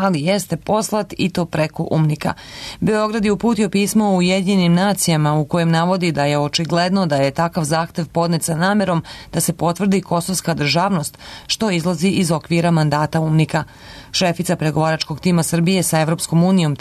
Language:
Serbian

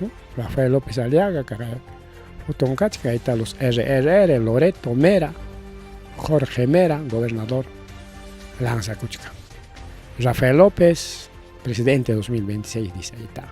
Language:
Ayacucho Quechua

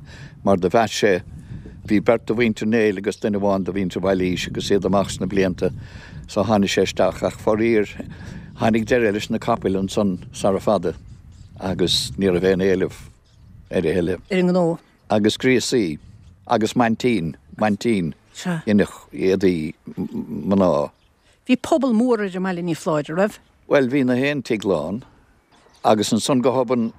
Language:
Irish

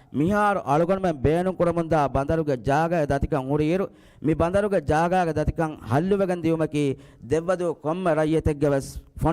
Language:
Divehi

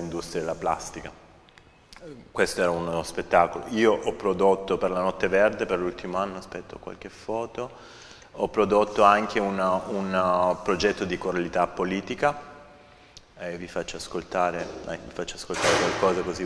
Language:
Italian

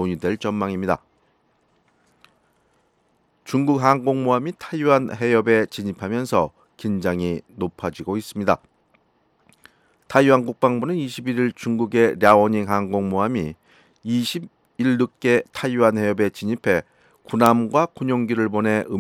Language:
Korean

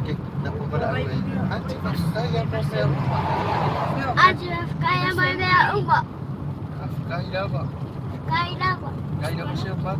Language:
Samoan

